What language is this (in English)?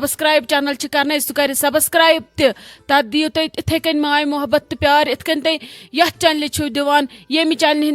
Kashmiri